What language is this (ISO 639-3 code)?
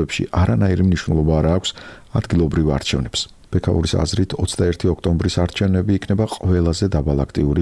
kat